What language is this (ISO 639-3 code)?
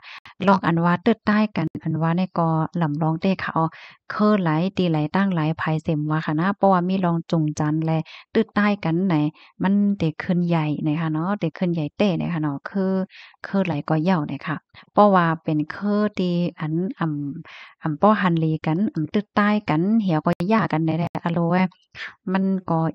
shn